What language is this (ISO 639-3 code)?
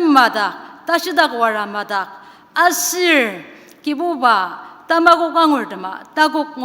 njo